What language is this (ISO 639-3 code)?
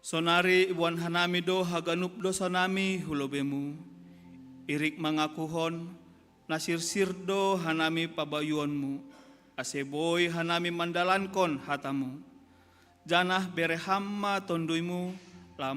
bts